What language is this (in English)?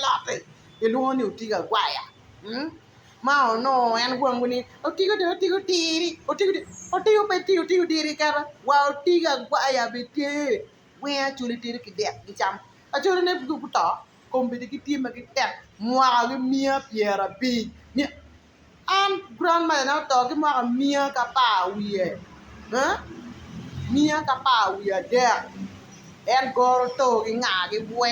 Acoli